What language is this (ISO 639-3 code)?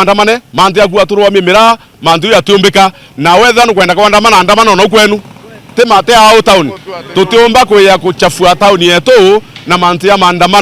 mer